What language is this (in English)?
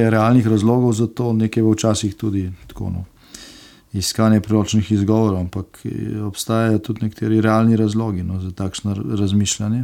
Slovenian